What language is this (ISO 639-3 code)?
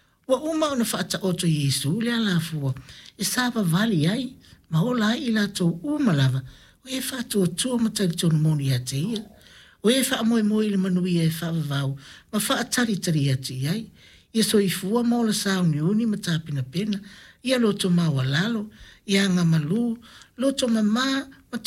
smo